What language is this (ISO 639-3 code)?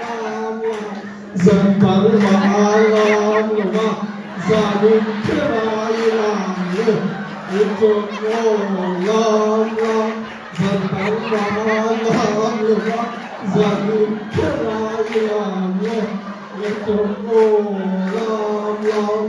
hmr